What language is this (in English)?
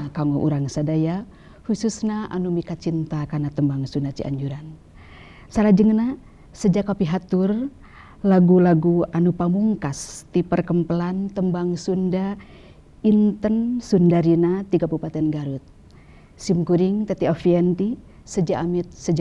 Sundanese